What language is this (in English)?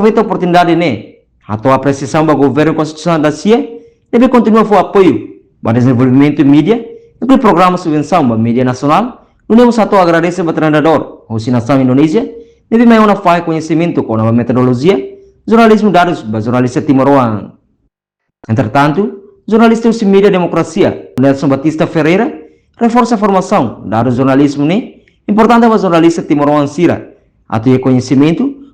Tetum